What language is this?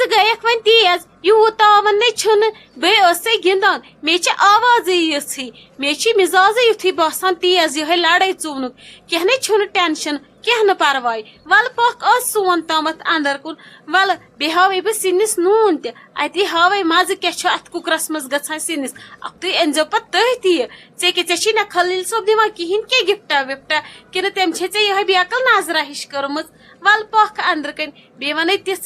Kashmiri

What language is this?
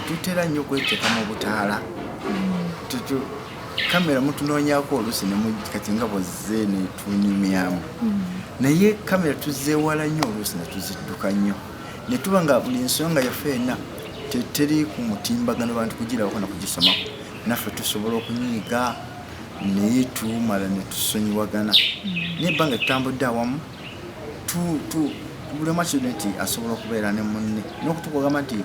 Ganda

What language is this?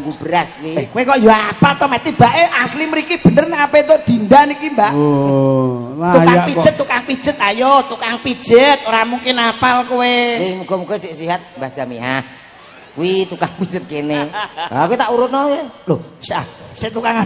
Javanese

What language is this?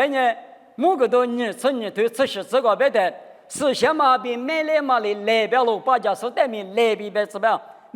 Lisu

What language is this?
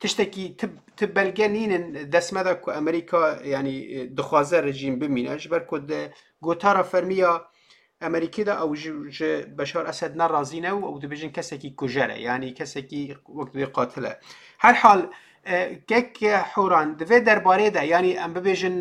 Kurdish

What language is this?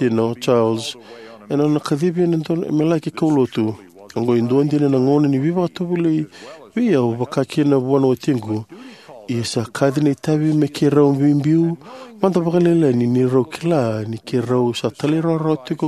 Fijian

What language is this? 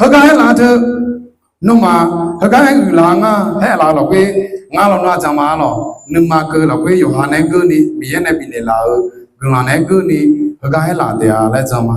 Akha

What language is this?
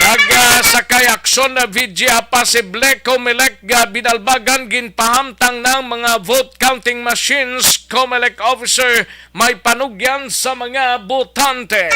Hiligaynon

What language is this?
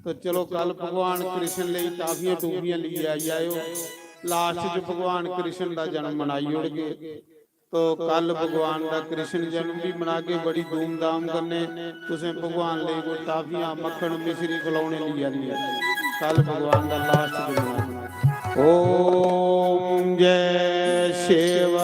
Dogri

